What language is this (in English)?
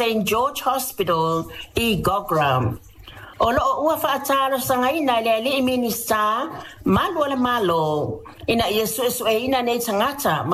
Samoan